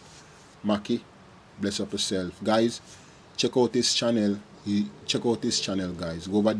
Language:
Jamaican Creole English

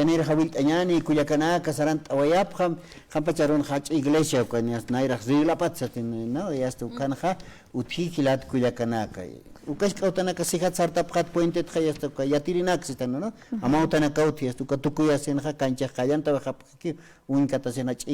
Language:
Aymara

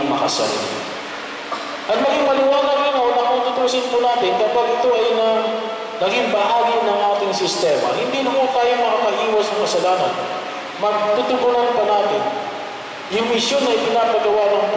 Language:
Filipino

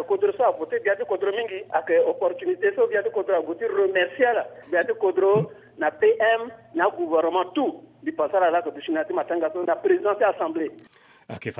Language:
Sango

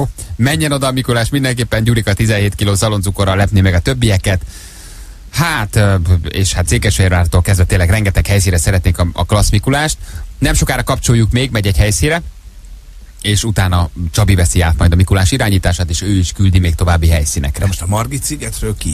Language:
Hungarian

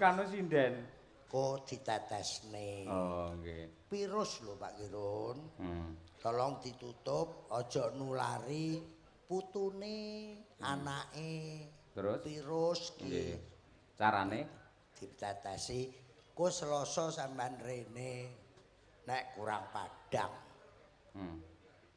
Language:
Javanese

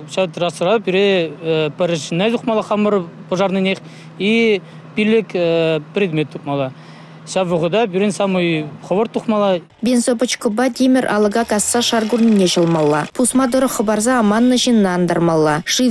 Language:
Chuvash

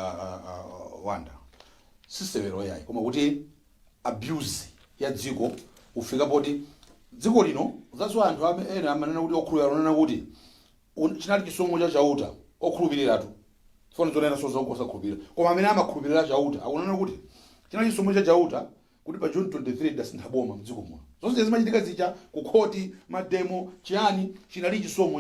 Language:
Nyanja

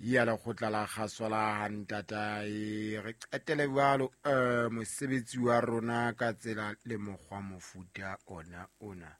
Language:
Southern Sotho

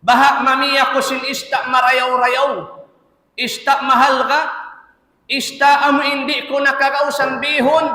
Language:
Tausug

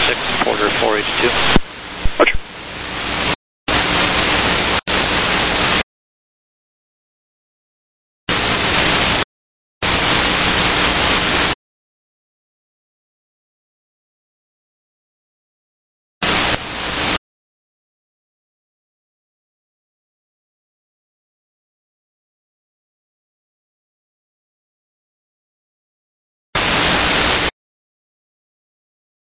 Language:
English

